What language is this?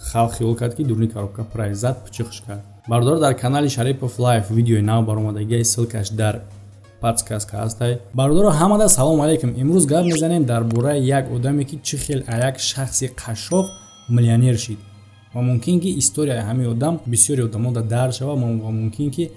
Tajik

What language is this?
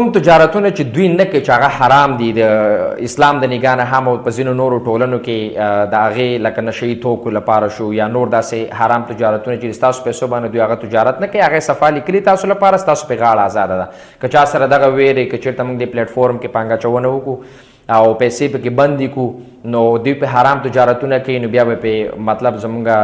Pashto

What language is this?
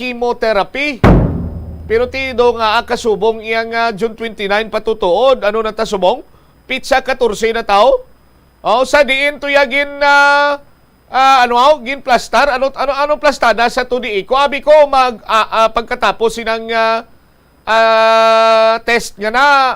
Hiligaynon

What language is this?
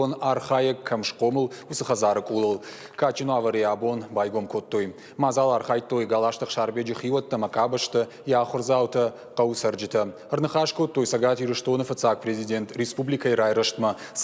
Ossetic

